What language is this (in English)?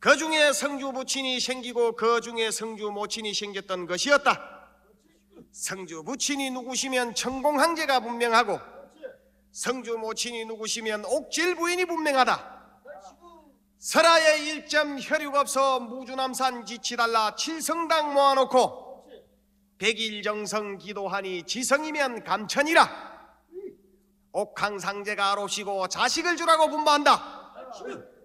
Korean